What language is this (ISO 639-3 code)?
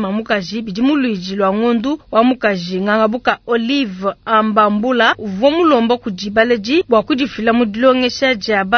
lua